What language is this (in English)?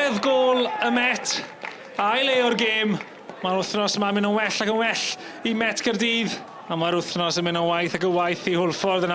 Welsh